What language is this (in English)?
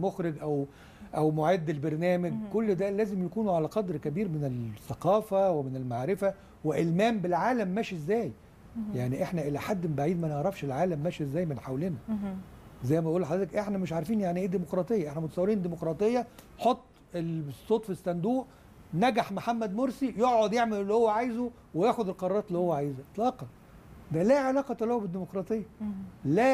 Egyptian Arabic